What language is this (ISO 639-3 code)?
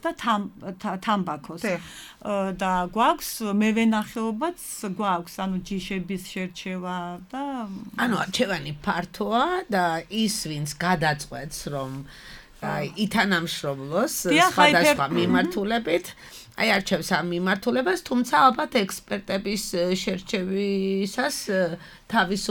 kat